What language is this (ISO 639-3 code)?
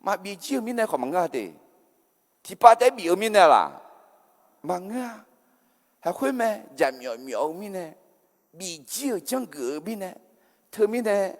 ahk